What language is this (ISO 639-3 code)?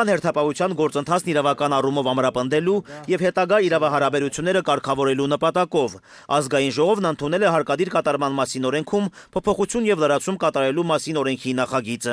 hye